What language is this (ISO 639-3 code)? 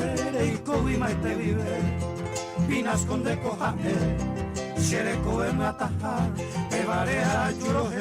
grn